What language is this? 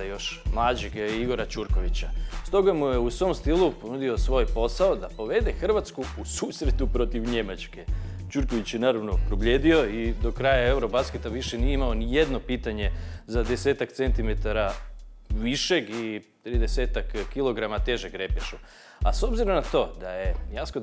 Croatian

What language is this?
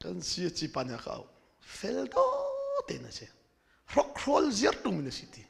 Hakha Chin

